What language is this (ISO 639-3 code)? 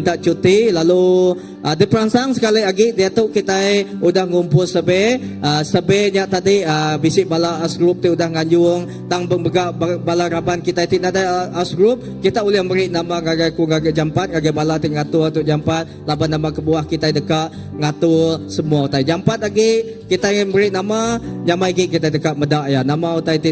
iba